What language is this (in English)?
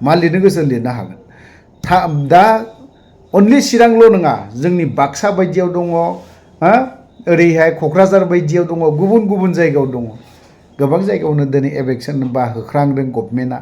Bodo